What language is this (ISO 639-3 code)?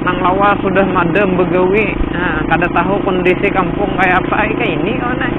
bjn